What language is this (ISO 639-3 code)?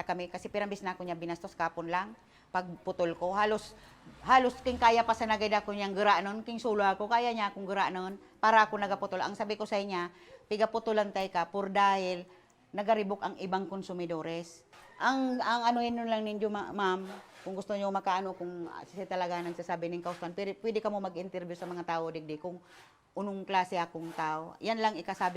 bik